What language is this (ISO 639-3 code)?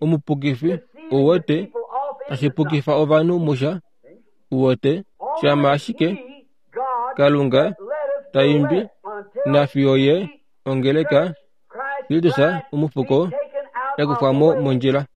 kua